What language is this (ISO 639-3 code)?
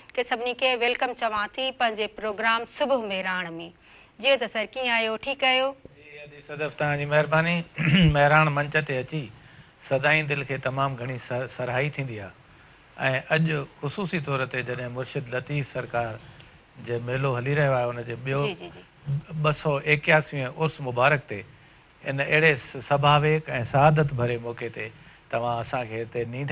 snd